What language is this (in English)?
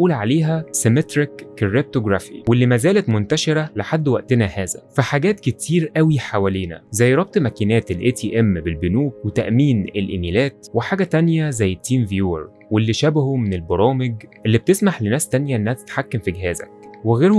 Egyptian Arabic